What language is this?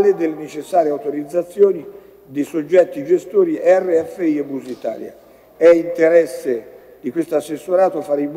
Italian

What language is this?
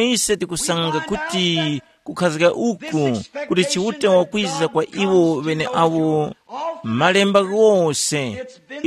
Tumbuka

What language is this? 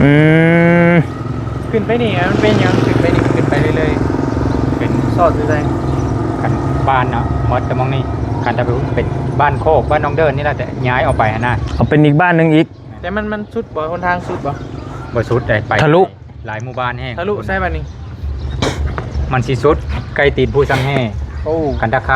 Northeastern Thai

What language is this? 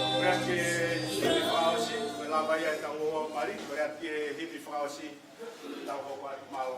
Tongan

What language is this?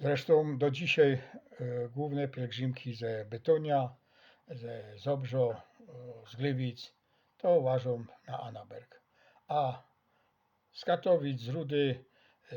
Silesian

